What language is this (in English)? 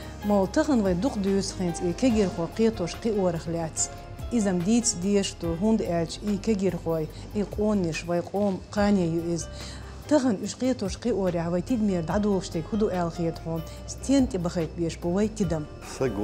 Chechen